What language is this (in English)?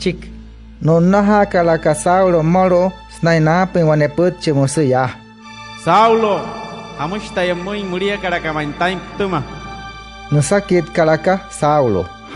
Wayuu